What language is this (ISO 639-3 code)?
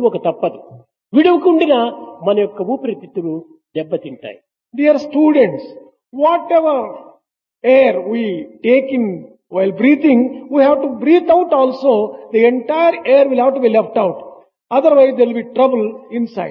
tel